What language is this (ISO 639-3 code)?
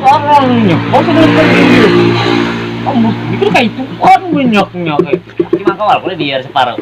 bjn